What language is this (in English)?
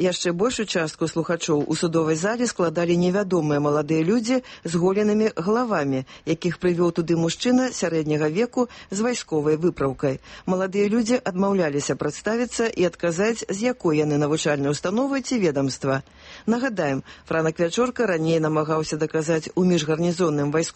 Belarusian